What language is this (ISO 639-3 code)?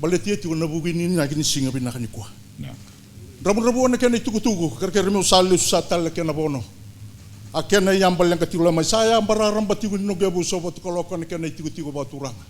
fij